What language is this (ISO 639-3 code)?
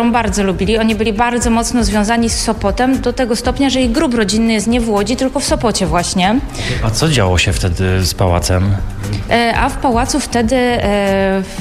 pol